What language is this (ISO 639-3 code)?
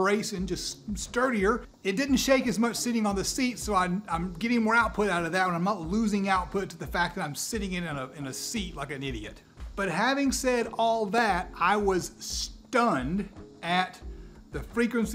eng